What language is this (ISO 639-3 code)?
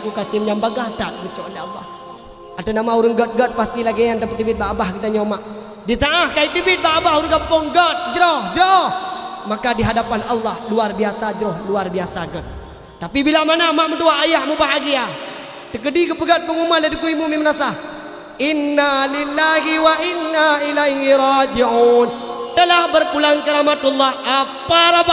ace